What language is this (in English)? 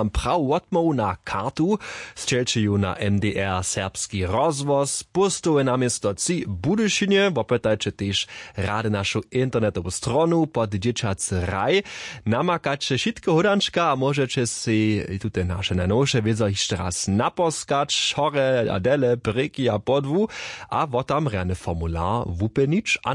Upper Sorbian